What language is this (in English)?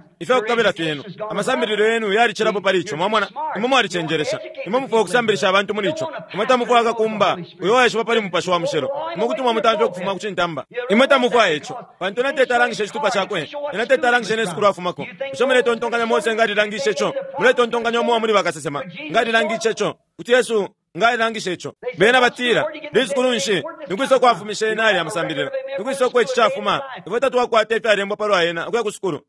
Bemba